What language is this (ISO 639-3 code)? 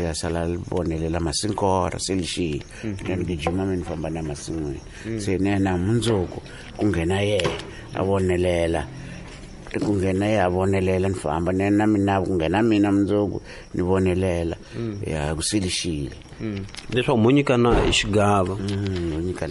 tso